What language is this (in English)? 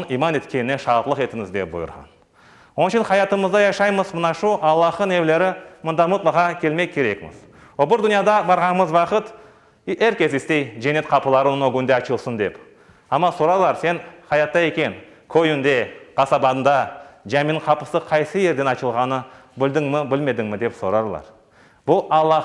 Crimean Tatar